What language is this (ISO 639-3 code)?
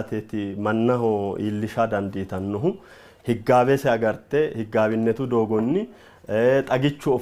sid